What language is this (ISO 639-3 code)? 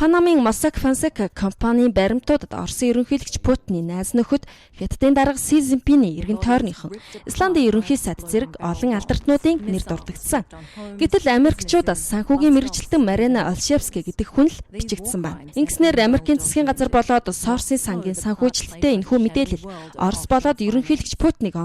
mon